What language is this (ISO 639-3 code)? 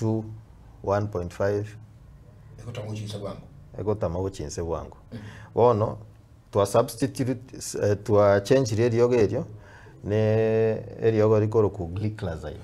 guz